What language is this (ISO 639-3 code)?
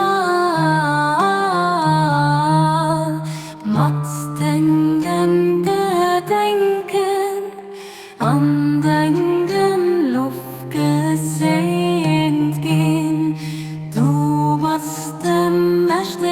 ltz